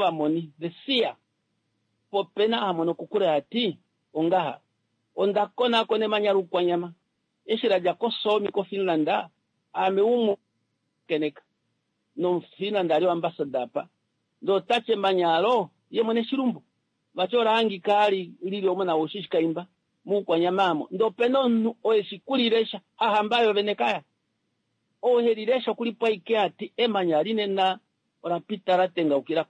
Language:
Kuanyama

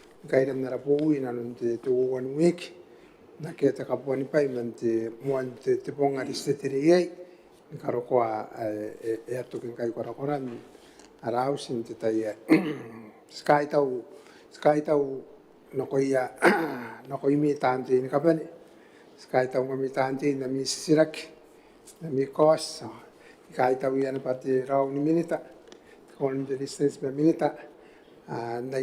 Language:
Gilbertese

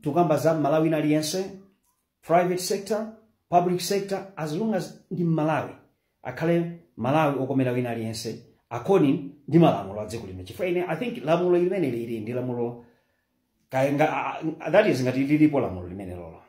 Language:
Nyanja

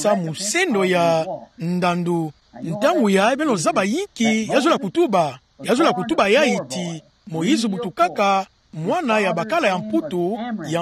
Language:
Kituba (Democratic Republic of Congo)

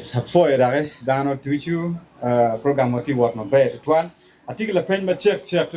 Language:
Acoli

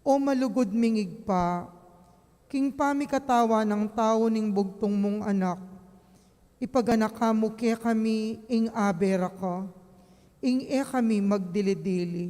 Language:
Pampanga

